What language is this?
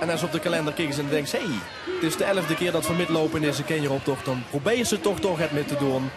Limburgish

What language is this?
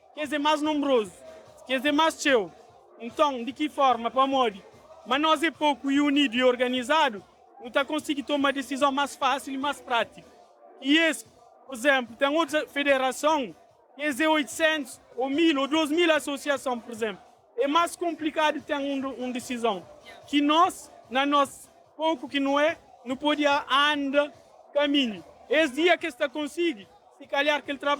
Kabuverdianu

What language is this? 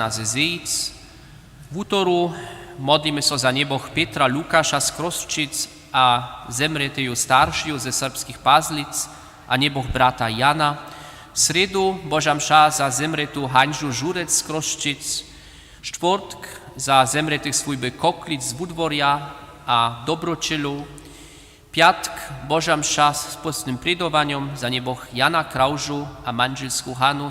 Upper Sorbian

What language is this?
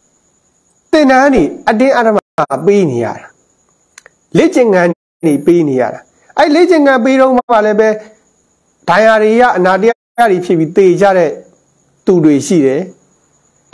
Burmese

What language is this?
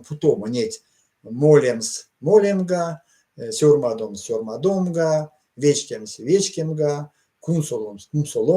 Erzya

